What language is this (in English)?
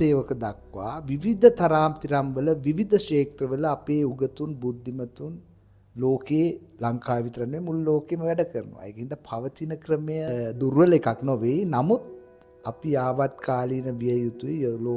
Sinhala